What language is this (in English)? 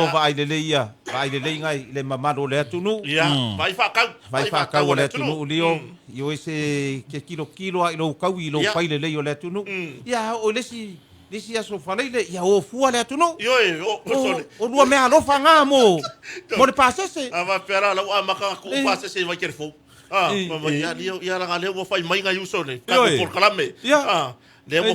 Samoan